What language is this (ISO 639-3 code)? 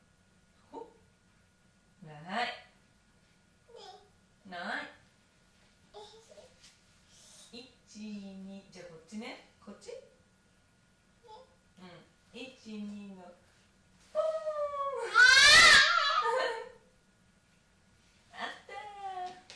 jpn